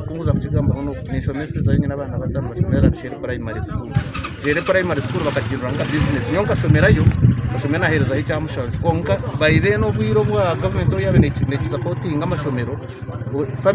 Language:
Nyankole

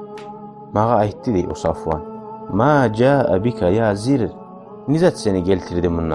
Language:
Kumyk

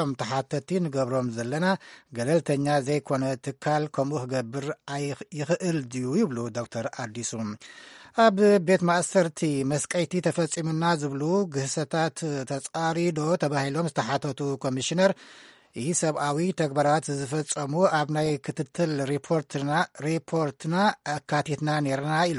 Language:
Tigrinya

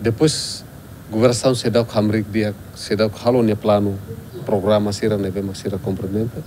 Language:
Tetum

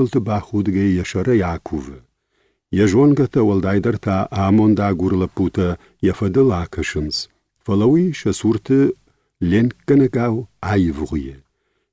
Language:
Ossetic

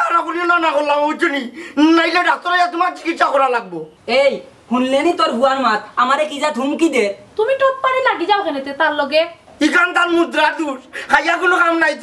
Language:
Sylheti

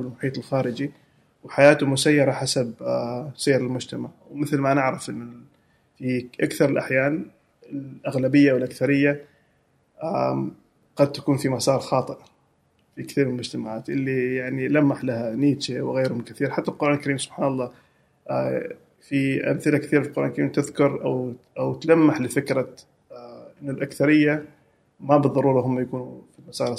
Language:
Gulf Arabic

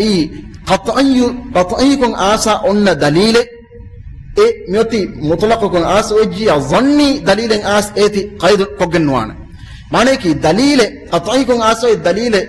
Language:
Divehi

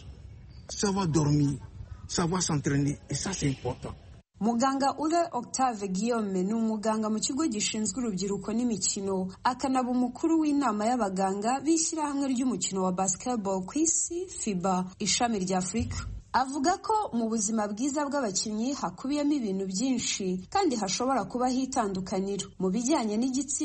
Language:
Kinyarwanda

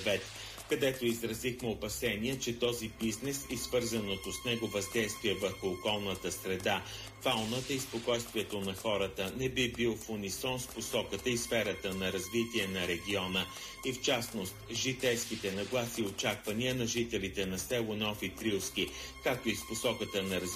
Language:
Bulgarian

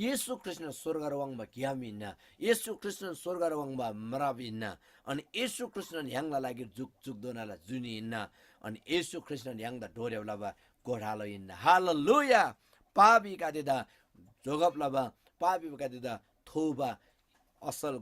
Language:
Eastern Tamang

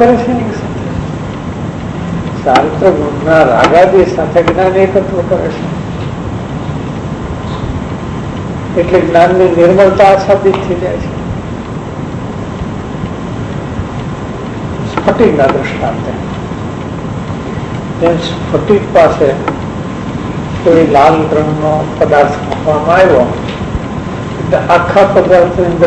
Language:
Gujarati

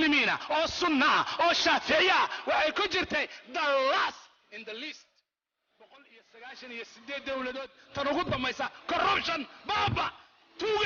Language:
Somali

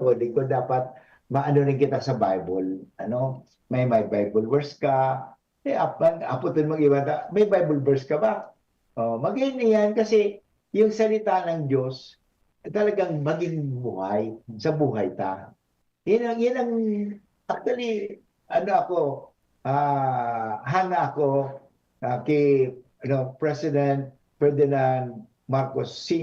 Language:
Bikol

